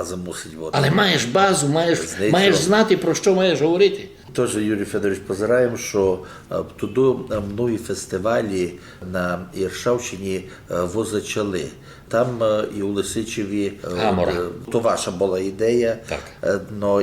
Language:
Rusyn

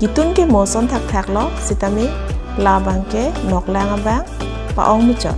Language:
Karbi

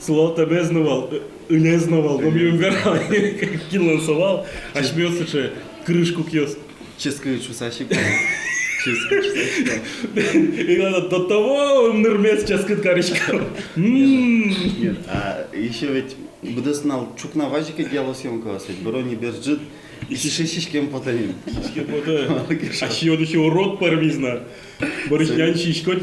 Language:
Udmurt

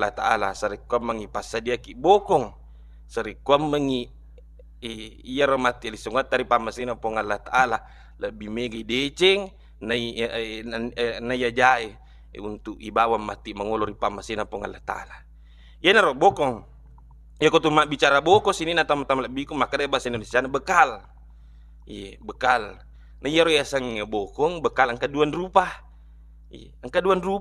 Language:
Buginese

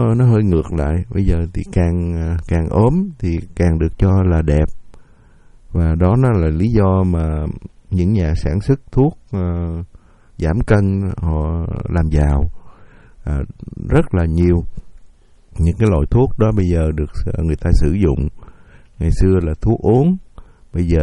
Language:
Vietnamese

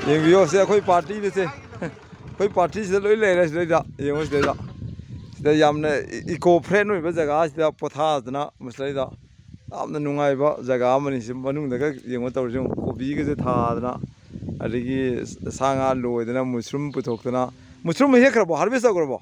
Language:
Manipuri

